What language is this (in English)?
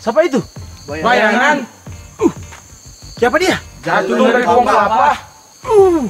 Manado Malay